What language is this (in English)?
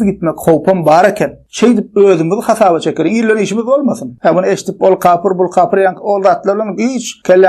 Turkmen